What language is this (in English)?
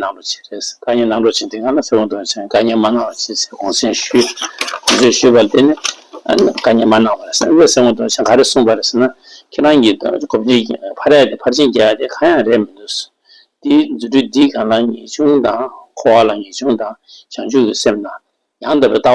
Tibetan